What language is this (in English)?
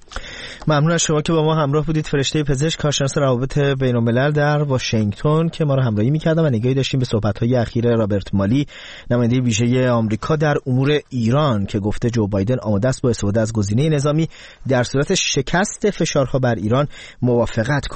Persian